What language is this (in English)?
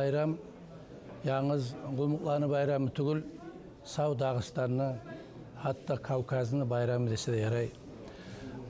Kumyk